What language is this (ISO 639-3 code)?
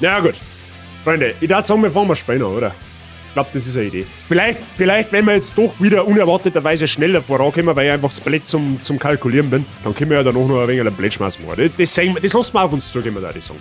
bar